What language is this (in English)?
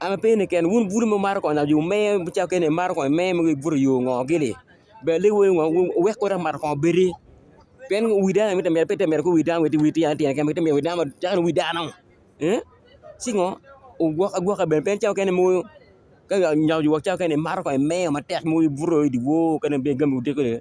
Acoli